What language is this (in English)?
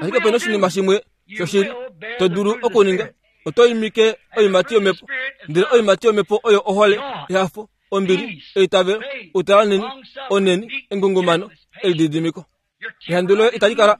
Kuanyama